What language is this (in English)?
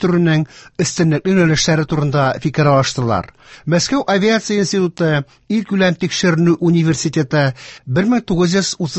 Tatar